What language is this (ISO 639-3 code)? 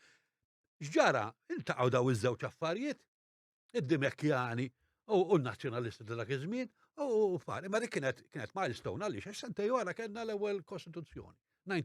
mlt